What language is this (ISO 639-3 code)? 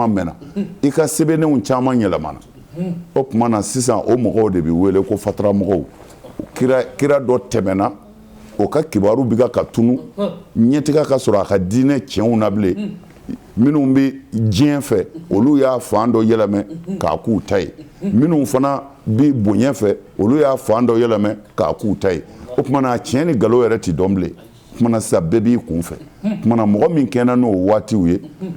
bam